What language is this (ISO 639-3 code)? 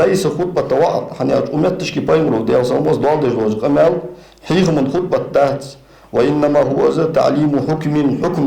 inh